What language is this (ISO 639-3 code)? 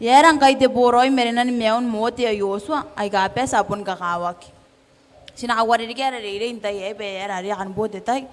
gil